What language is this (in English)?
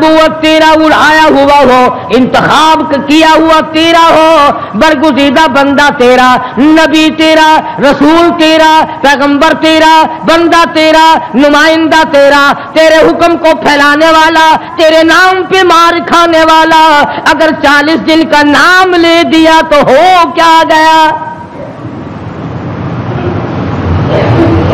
Urdu